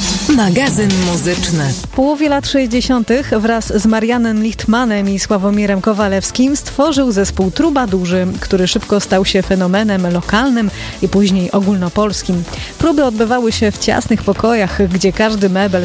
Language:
Polish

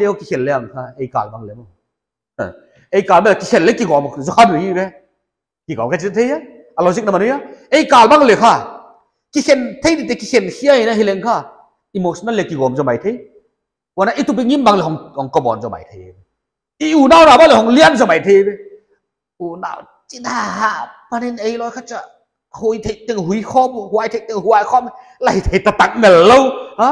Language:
Paite Chin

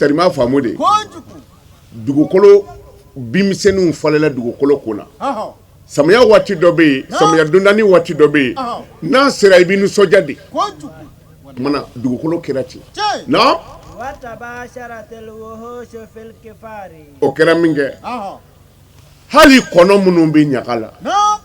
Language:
Bambara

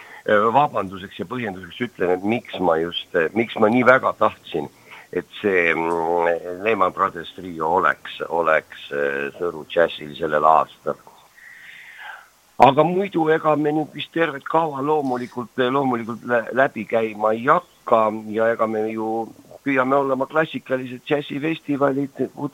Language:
Estonian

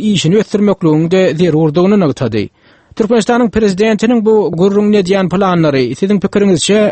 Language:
Turkmen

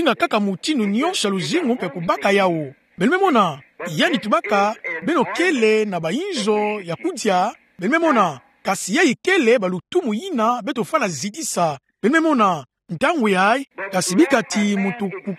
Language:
Kituba (Democratic Republic of Congo)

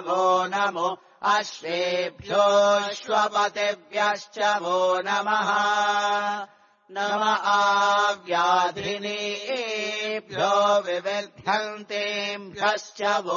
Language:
Sanskrit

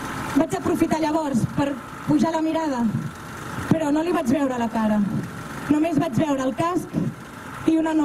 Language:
Catalan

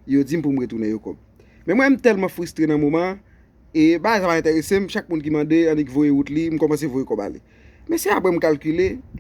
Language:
Haitian Creole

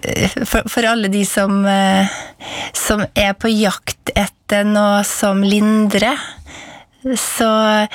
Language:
Norwegian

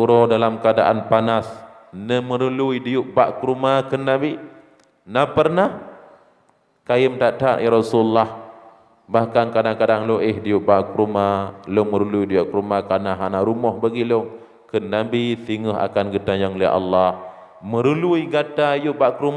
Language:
Achinese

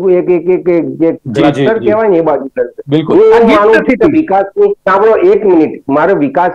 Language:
Gujarati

